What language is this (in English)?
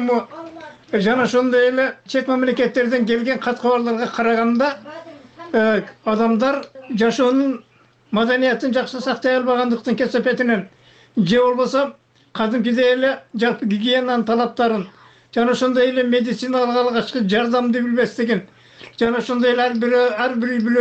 Kyrgyz